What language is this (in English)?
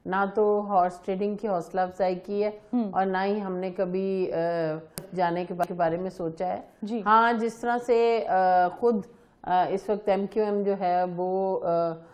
Urdu